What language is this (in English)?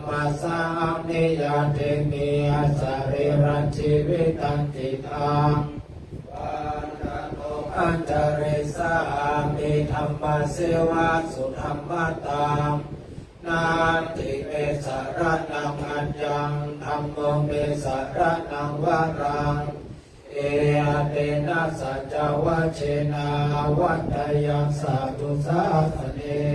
Pali